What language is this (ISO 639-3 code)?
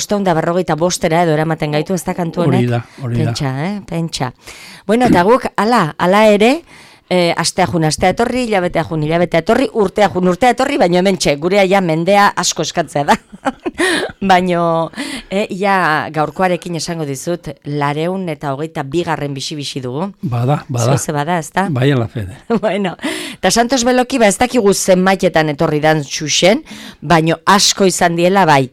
eus